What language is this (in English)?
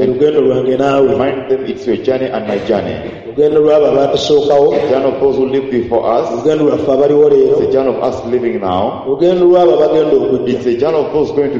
Ganda